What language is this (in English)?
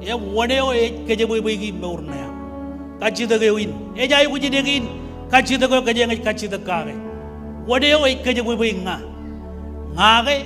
Marshallese